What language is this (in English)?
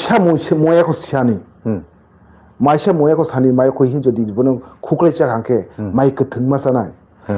Kok Borok